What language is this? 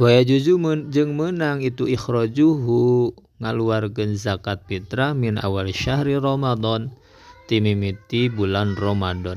Sundanese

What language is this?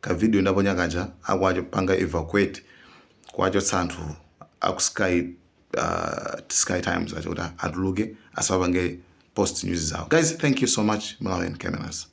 Nyanja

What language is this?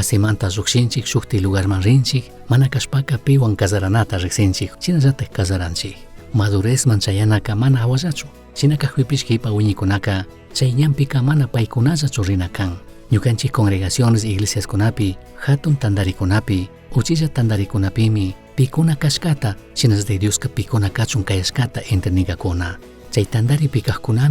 Chimborazo Highland Quichua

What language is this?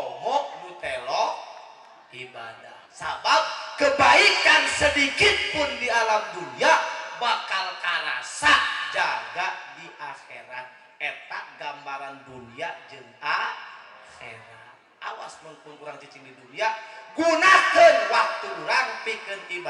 Sundanese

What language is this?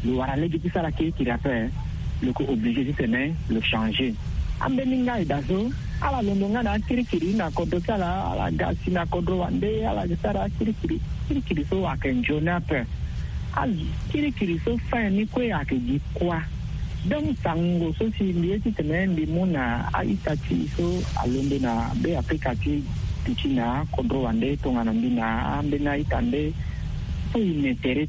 Sango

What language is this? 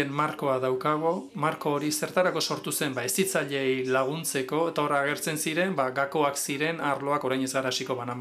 Basque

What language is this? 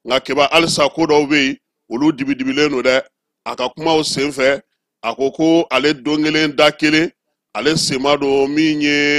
Bambara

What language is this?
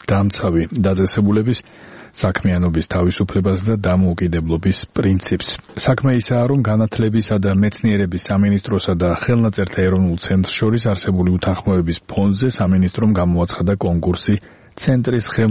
Georgian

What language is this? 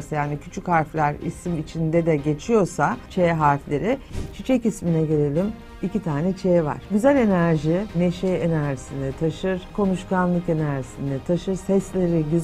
Turkish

